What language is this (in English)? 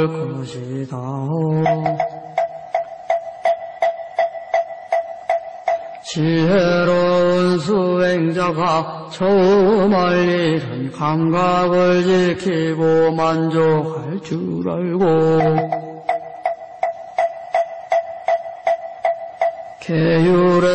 Korean